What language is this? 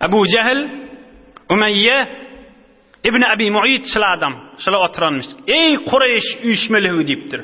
Turkmen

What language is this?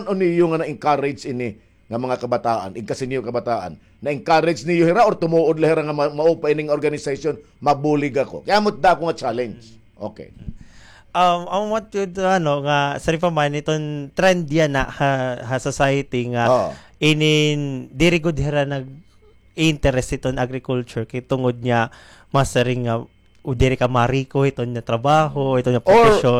Waray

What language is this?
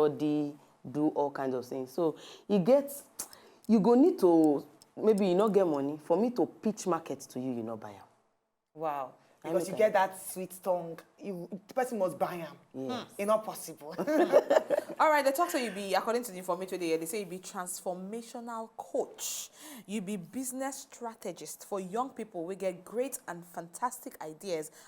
Nigerian Pidgin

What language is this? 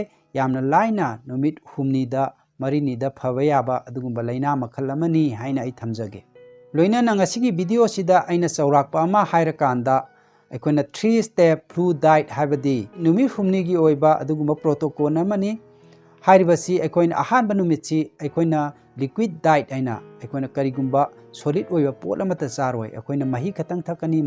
Manipuri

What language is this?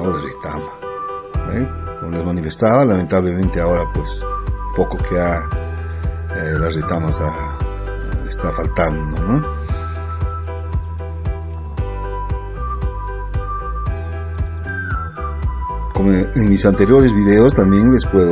Spanish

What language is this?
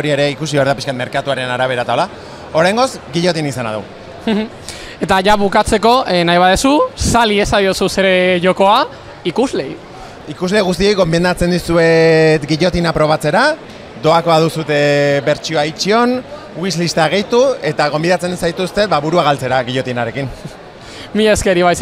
Basque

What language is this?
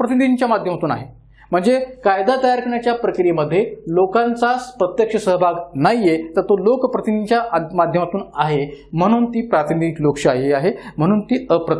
Marathi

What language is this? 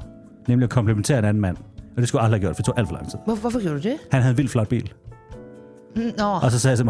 Danish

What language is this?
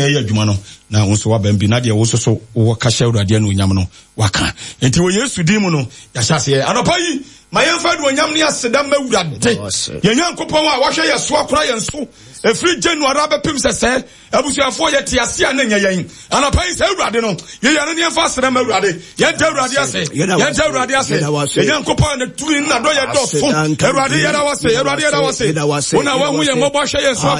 Akan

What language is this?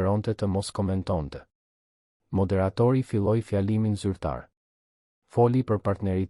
Albanian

